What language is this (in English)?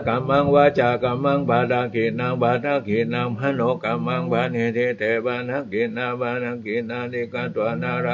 Pali